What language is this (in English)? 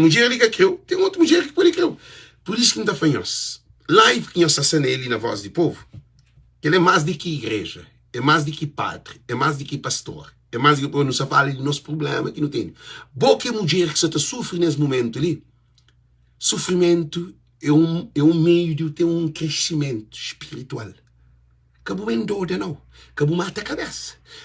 Kabuverdianu